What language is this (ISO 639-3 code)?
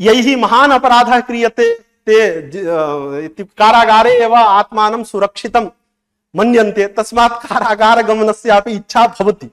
san